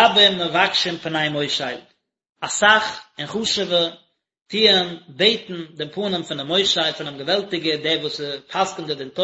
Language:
Yiddish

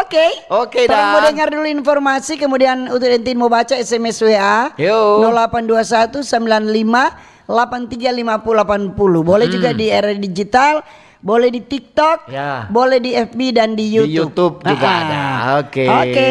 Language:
Manado Malay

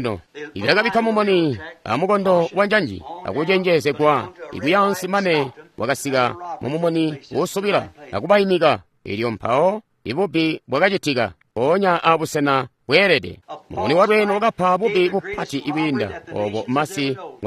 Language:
Tonga (Zambia)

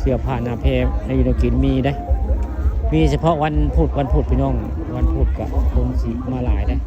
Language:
Northeastern Thai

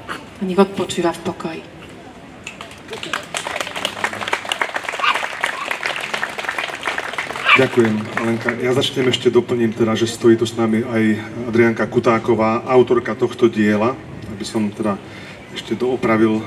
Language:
Slovak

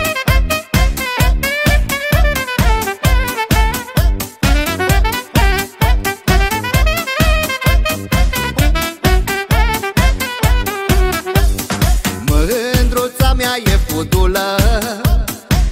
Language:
Romanian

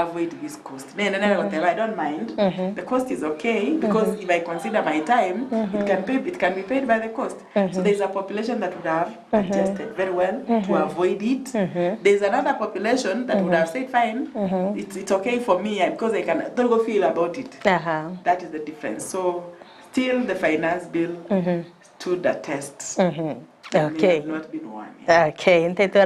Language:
Gusii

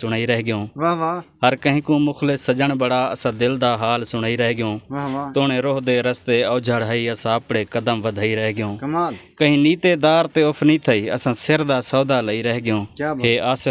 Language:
Saraiki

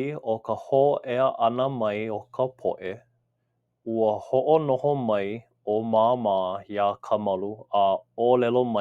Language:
Hawaiian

